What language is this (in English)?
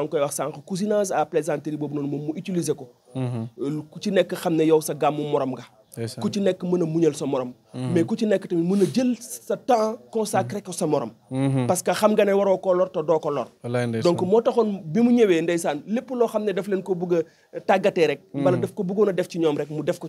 Wolof